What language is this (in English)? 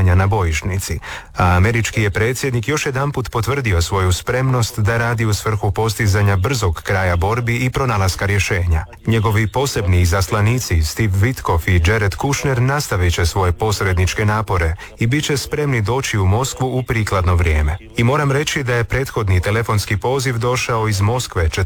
Croatian